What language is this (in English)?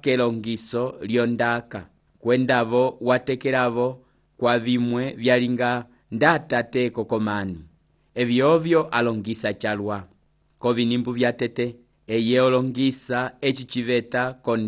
Umbundu